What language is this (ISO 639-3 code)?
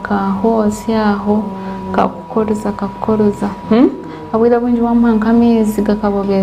nyn